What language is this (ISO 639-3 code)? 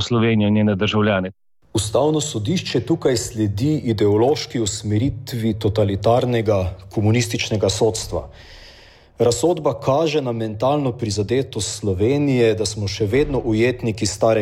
slv